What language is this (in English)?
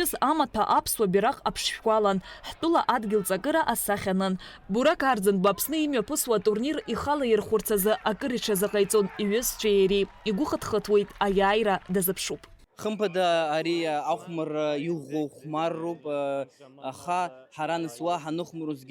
Abkhazian